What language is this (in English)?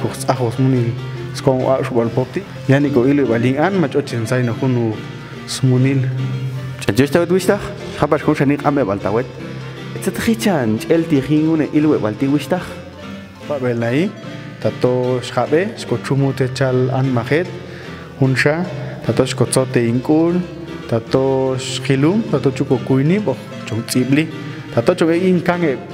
Popti'